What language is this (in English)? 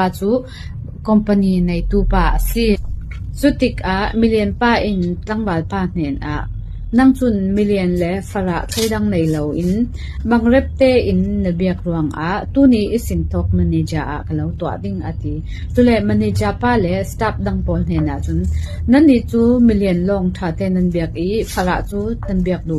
Falam Chin